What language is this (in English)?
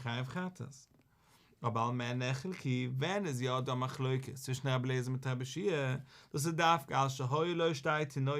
Yiddish